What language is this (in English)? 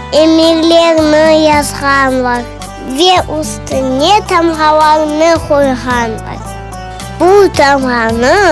Crimean Tatar